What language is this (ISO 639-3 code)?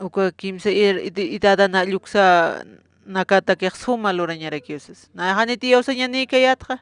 aym